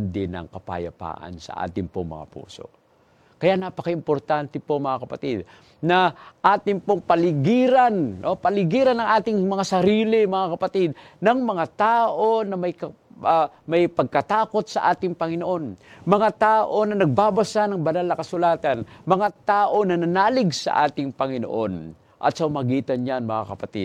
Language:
Filipino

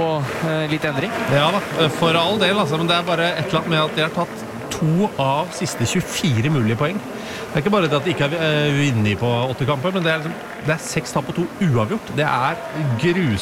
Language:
Norwegian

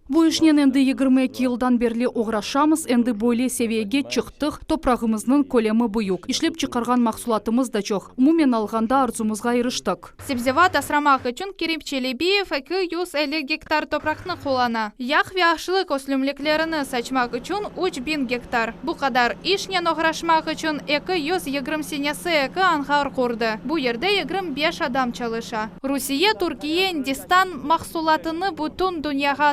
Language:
Crimean Tatar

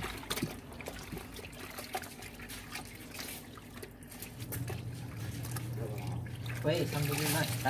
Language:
Filipino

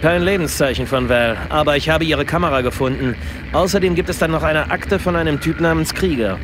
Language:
Bavarian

